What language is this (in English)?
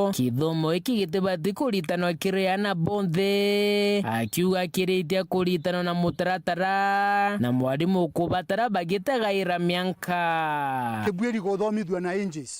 Meru